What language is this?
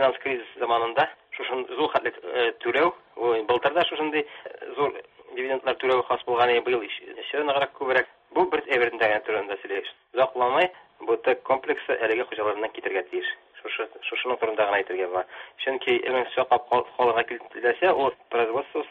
Tatar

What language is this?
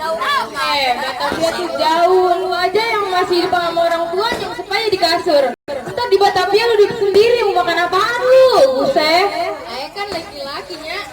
Betawi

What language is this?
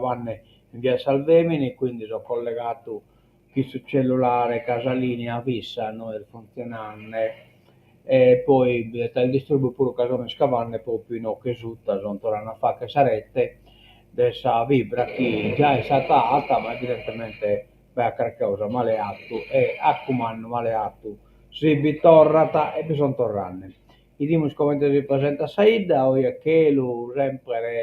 Sardinian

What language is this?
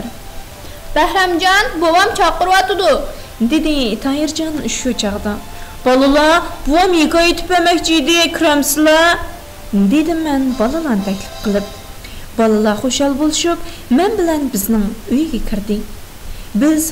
Uyghur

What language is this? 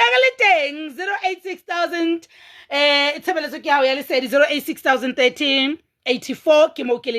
Southern Sotho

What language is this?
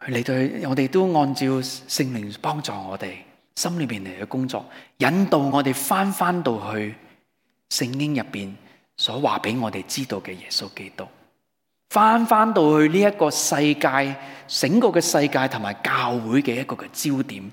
Cantonese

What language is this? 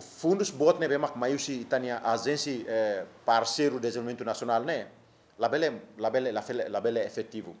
Tetum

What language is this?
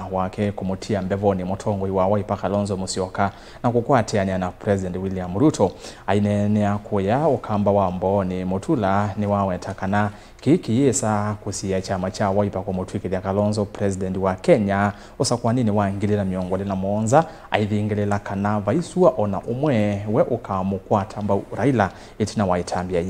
Kamba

